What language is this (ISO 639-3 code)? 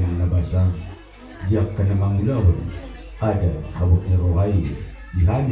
bbc